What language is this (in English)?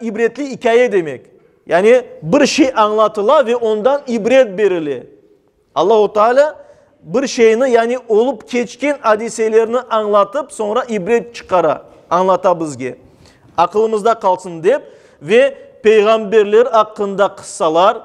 Crimean Tatar